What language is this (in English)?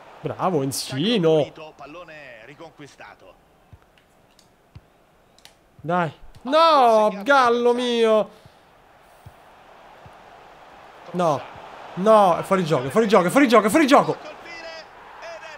Italian